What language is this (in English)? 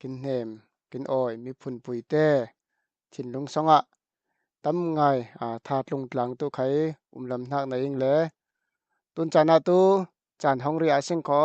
Falam Chin